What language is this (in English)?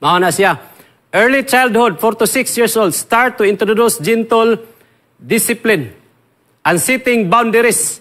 Cebuano